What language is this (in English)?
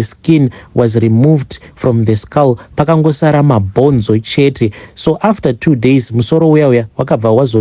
Shona